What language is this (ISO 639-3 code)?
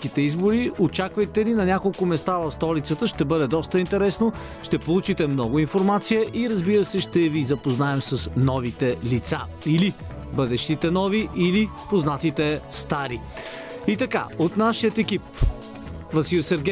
bul